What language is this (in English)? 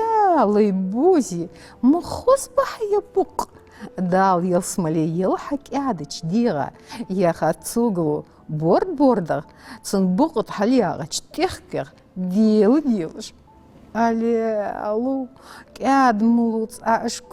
Ingush